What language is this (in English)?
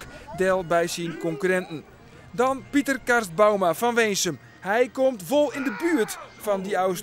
Western Frisian